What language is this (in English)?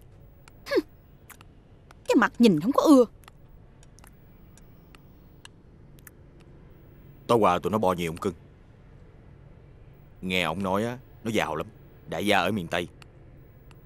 Vietnamese